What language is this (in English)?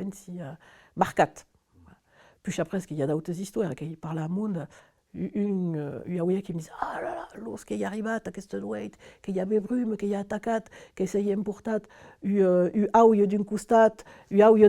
Occitan